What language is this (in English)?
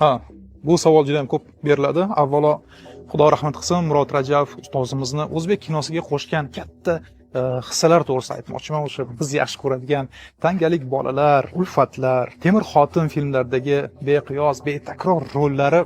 Uzbek